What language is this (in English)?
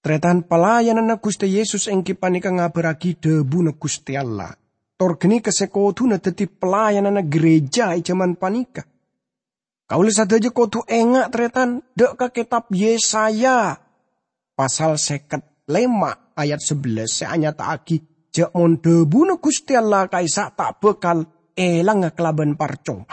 Madurese